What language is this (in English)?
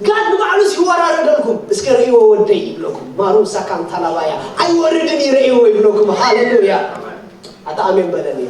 Tigrinya